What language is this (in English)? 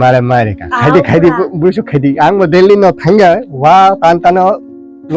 Kok Borok